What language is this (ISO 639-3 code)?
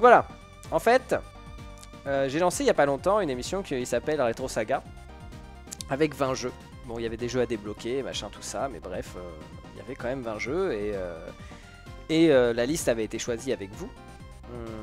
fra